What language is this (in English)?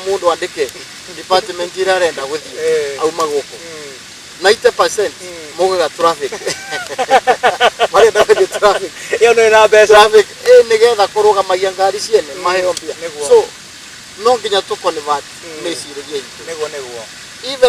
Kikuyu